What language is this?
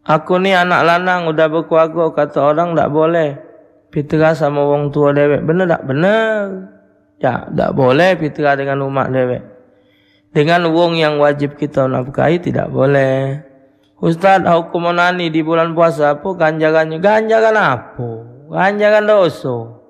Musi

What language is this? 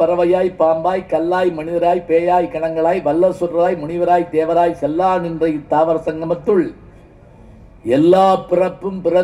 Tamil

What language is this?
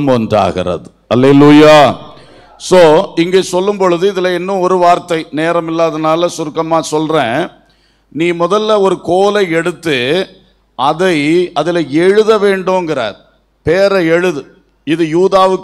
Tamil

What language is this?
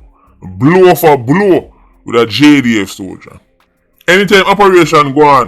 Jamaican Creole English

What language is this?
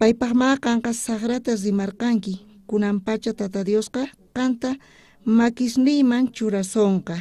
South Bolivian Quechua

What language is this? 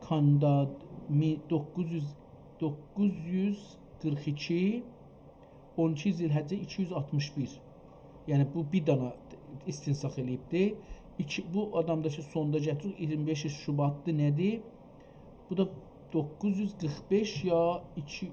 South Azerbaijani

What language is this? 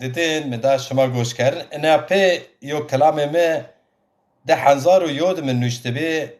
Zaza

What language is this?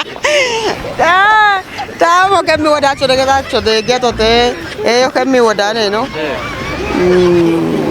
Kafa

